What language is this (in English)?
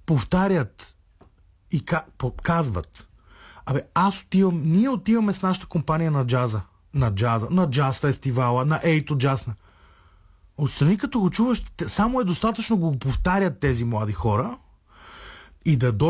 Bulgarian